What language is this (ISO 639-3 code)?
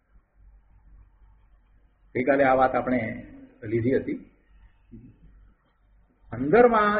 guj